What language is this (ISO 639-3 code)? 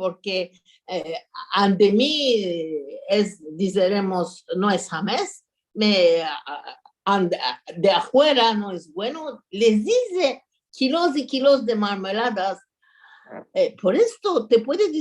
lad